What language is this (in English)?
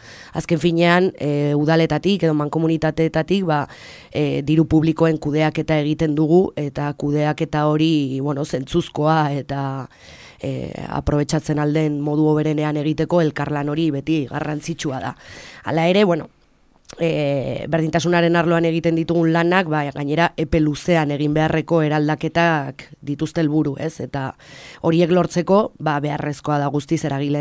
Basque